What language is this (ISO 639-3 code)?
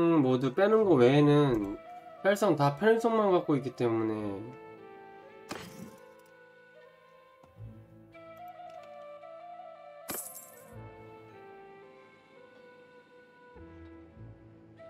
kor